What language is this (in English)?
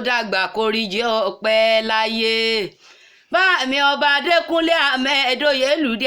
Yoruba